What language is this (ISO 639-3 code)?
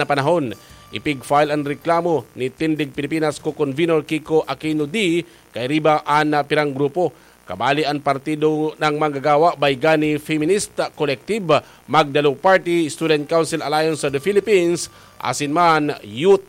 bik